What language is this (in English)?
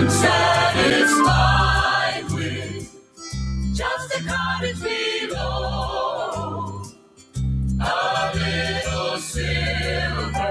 Gilbertese